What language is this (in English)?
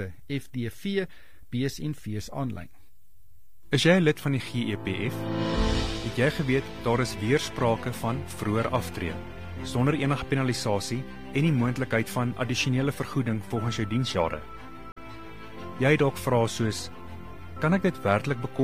Afrikaans